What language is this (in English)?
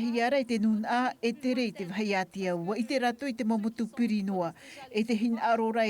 Tahitian